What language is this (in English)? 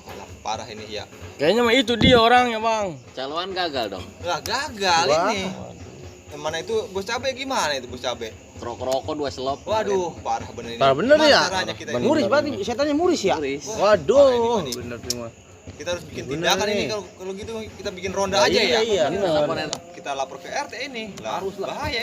Betawi